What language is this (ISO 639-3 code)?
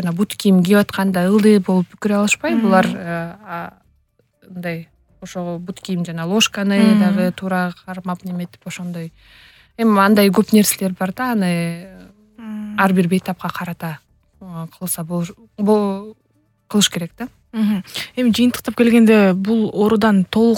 kir